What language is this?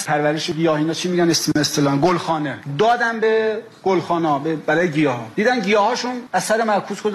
Persian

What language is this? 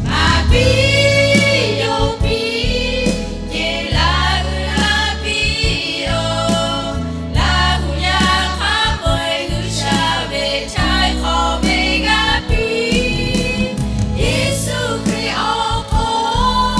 Lahu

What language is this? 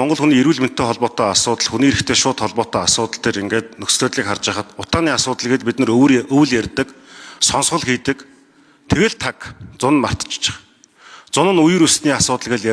Mongolian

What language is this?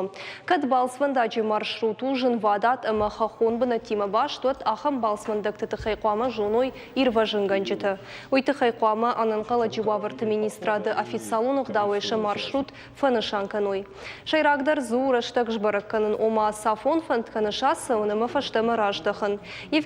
Ossetic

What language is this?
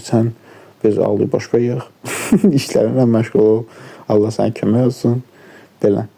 Azerbaijani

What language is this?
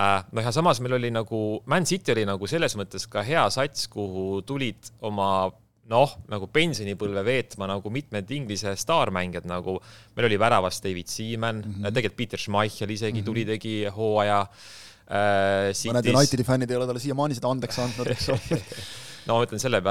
Estonian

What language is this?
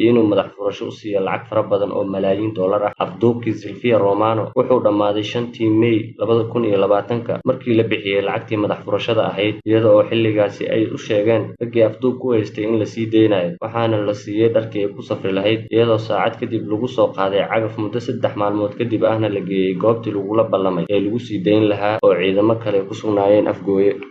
Somali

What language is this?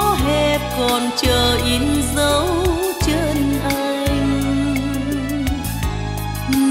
Vietnamese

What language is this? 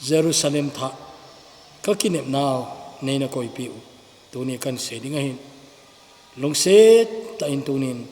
Thado Chin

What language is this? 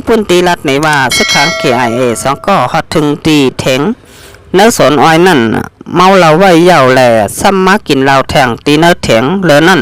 Shan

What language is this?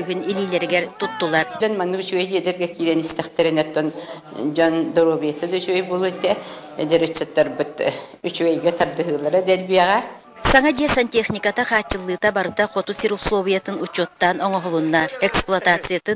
Yakut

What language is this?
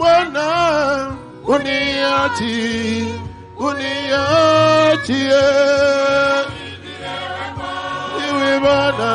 Swahili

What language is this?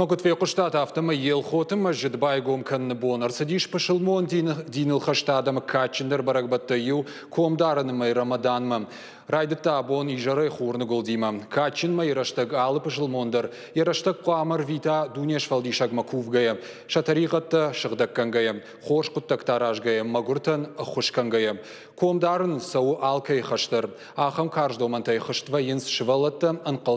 Ossetic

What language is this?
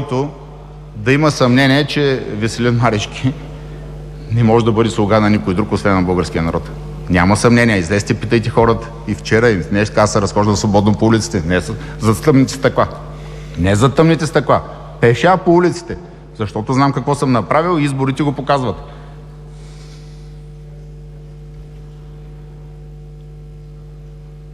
Bulgarian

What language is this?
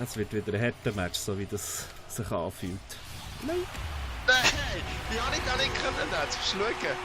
Swiss German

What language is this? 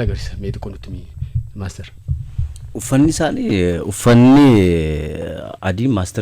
Oromo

